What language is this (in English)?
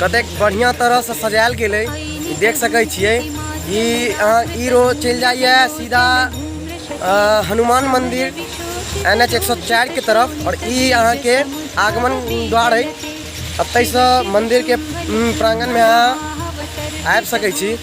Maithili